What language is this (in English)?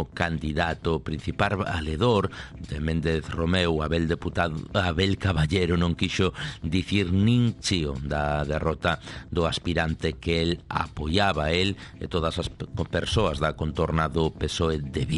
Galician